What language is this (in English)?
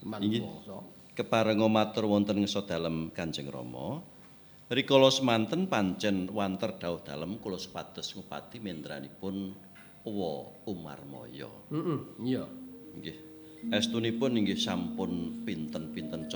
Javanese